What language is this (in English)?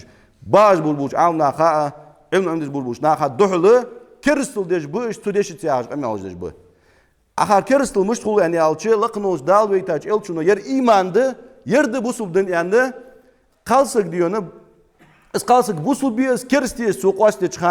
Ingush